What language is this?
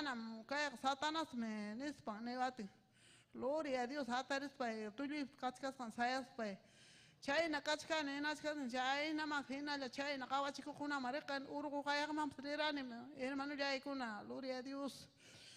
Ayacucho Quechua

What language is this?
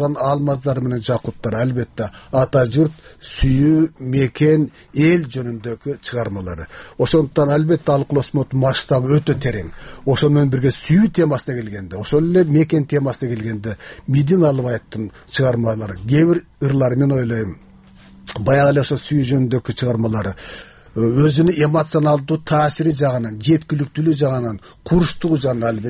Kyrgyz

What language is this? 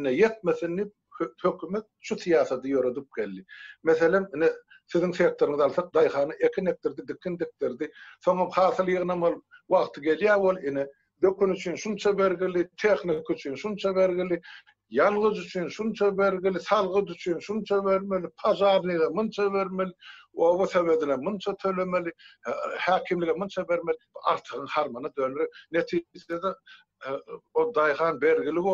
Turkmen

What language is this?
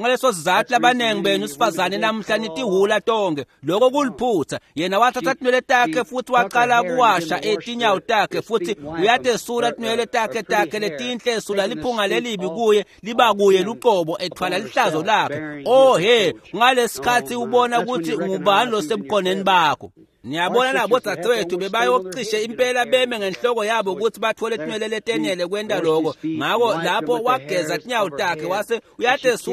Swati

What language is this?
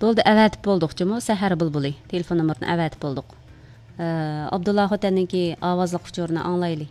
Uyghur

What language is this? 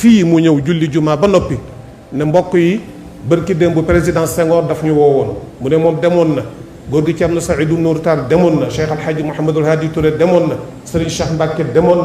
Wolof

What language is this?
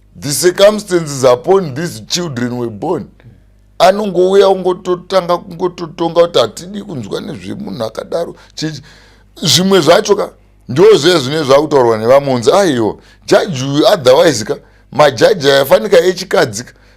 Shona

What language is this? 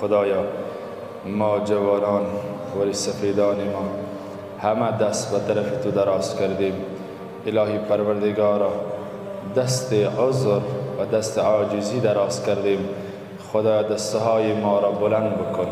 Persian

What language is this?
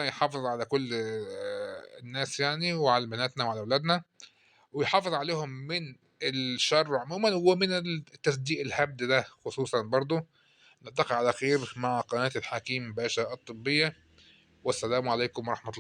Egyptian Arabic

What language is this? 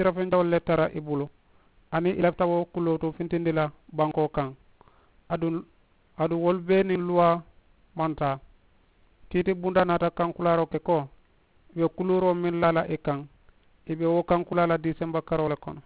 Mandingo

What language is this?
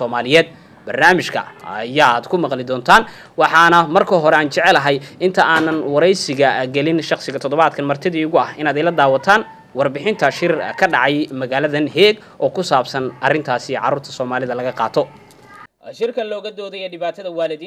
Somali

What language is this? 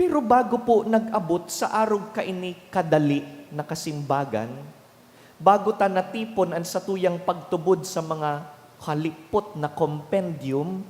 Bikol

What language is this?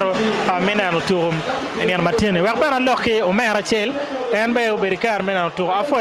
Acoli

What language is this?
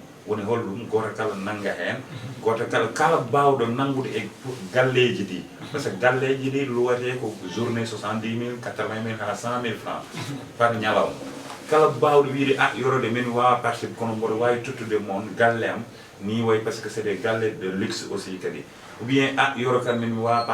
Fula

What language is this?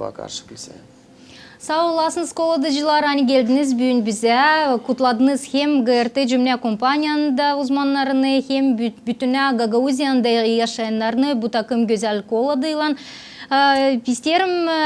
Gagauz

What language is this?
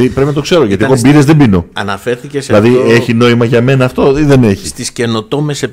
Greek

